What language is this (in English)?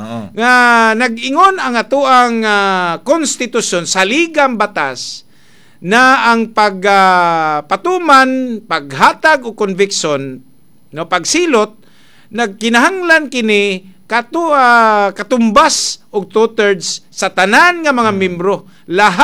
Cebuano